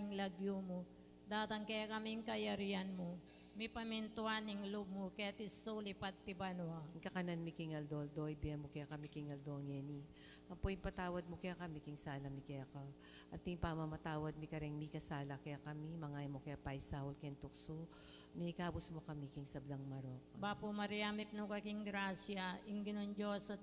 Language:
Pampanga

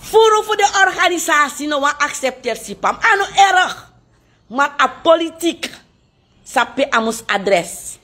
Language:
Sranan Tongo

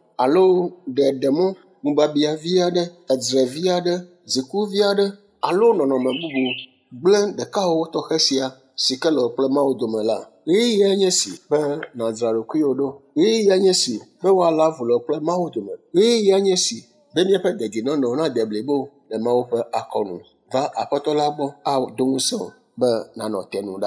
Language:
Ewe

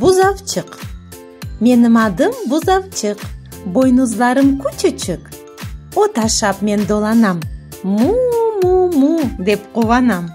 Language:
Crimean Tatar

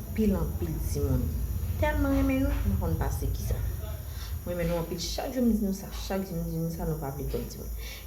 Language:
Haitian Creole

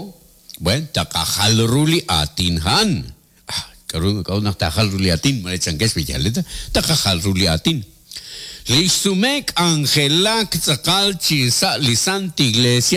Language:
Kekchí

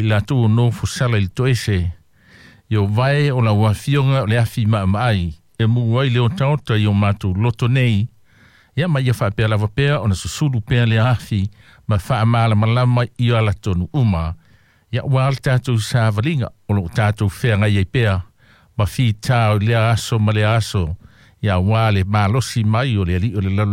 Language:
Samoan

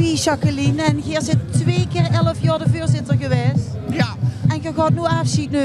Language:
Limburgish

